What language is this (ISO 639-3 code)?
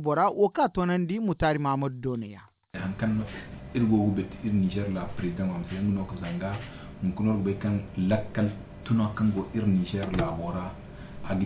dje